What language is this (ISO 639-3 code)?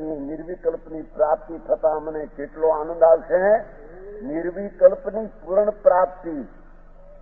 guj